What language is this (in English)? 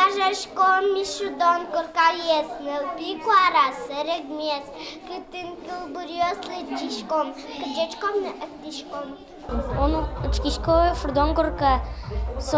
Udmurt